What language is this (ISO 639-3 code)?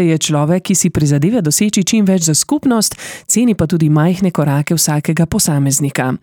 slv